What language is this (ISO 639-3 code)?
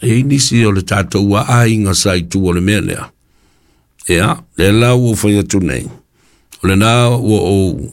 smo